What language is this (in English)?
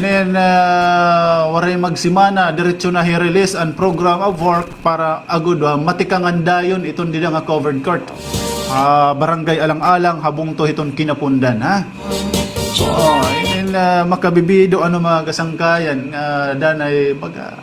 Waray